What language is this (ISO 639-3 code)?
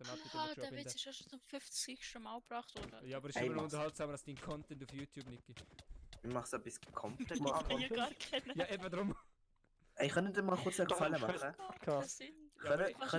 gsw